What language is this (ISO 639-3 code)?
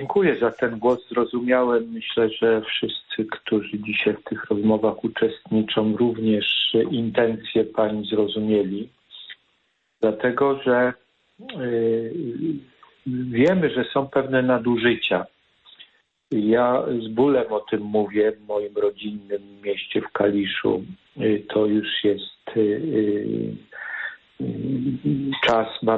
pol